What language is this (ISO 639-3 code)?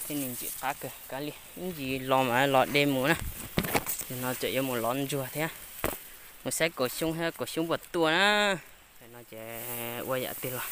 hmn